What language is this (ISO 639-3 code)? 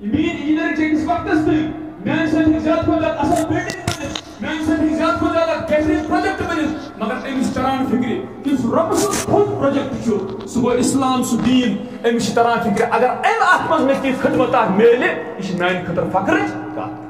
kas